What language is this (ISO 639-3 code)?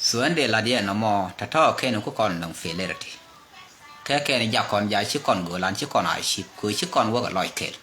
nus